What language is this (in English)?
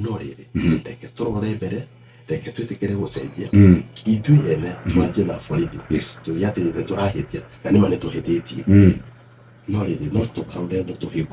Kikuyu